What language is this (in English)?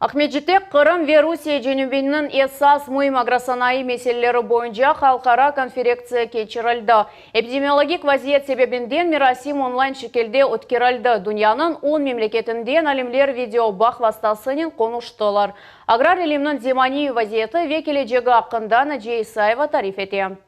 Crimean Tatar